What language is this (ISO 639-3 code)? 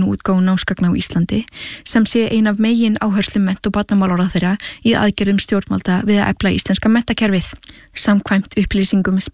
isl